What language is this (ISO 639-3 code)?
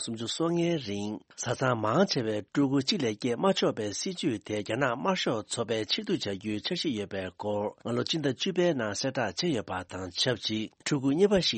bod